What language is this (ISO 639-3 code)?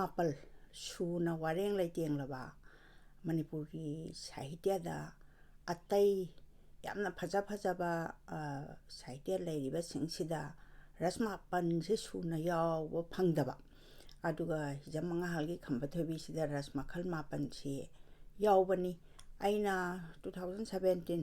mni